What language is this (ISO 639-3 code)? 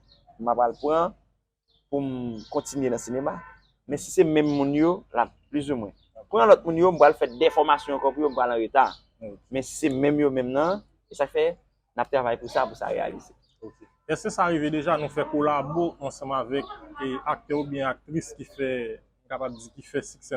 hat